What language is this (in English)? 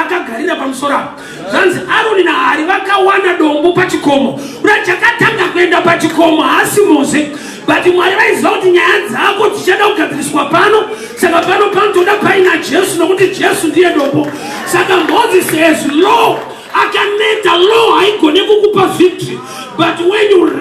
Shona